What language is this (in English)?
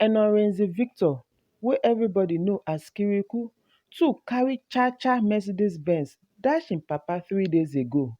Nigerian Pidgin